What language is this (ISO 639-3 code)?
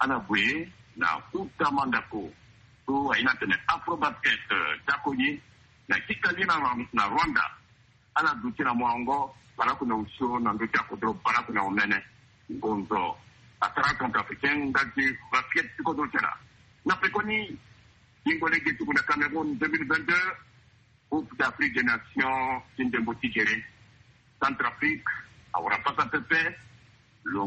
sag